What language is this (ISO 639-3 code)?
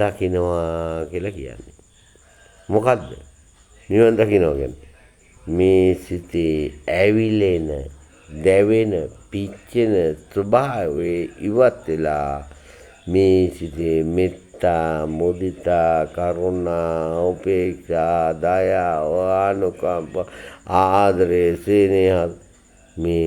sin